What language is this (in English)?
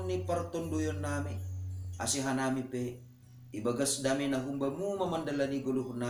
Batak Simalungun